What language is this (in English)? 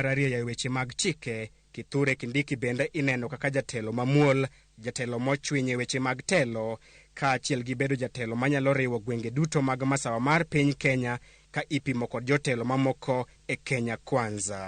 Luo (Kenya and Tanzania)